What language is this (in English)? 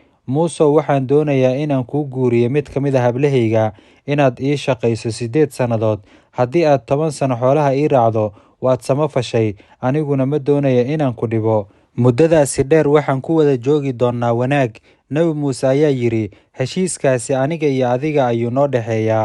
Somali